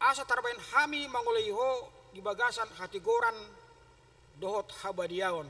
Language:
Batak Toba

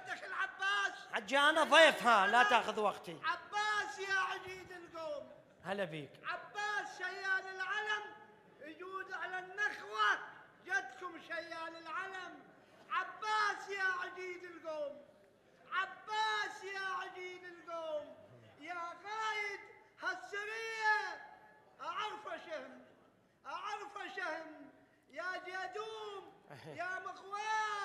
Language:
Mesopotamian Arabic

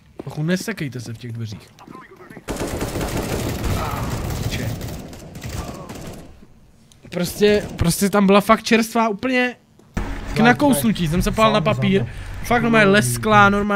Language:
Czech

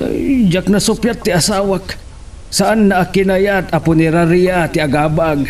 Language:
Iloko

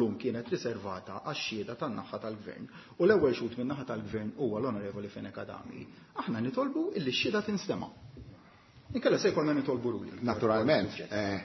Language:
Maltese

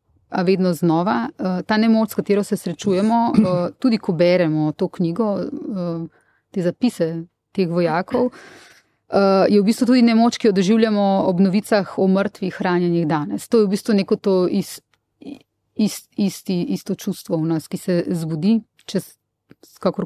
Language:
Slovenian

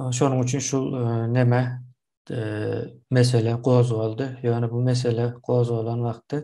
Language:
Turkmen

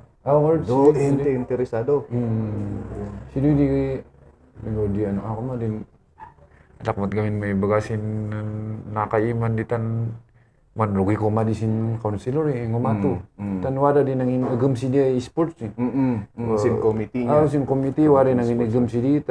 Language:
Kankanaey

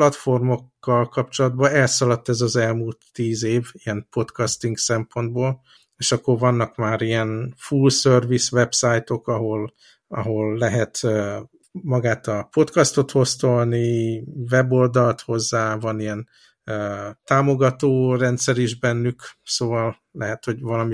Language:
Hungarian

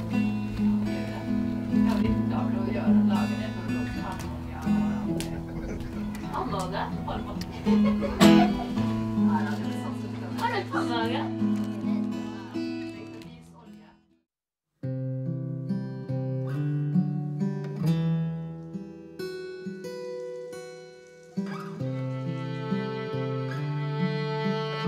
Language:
Norwegian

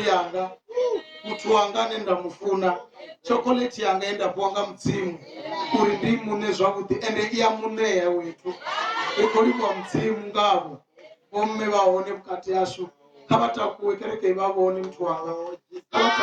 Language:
Venda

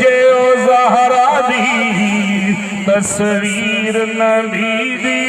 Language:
Saraiki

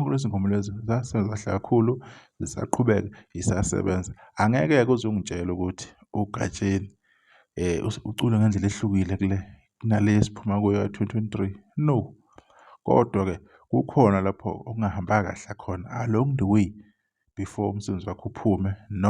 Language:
Zulu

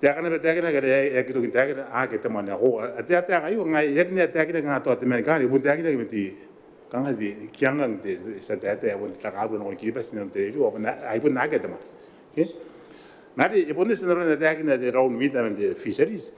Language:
Gilbertese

